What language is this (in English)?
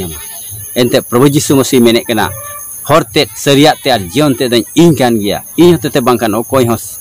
Santali